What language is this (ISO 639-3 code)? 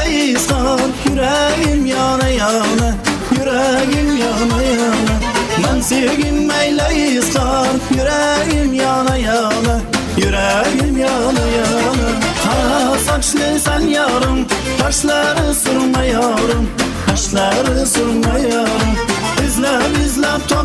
kaa